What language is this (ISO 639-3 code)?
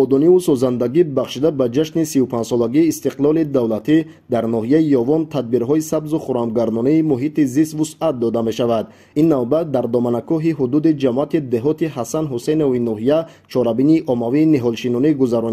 tgk